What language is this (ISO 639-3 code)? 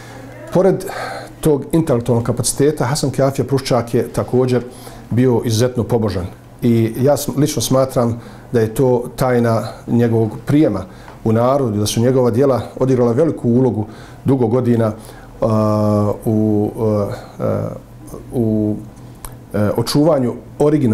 bos